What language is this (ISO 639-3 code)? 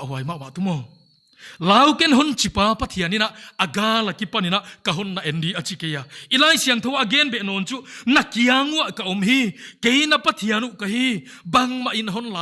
pck